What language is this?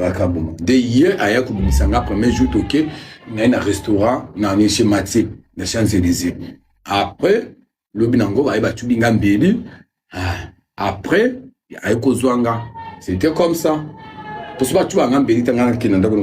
Lingala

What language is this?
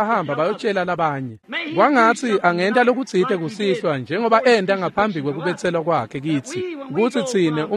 Swati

